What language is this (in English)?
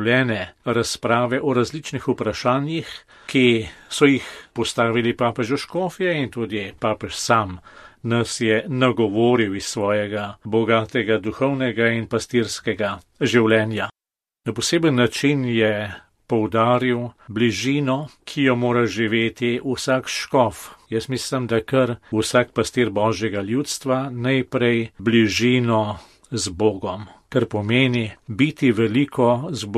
Slovenian